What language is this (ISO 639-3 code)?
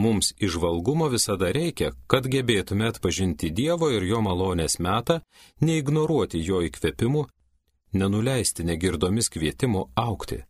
lit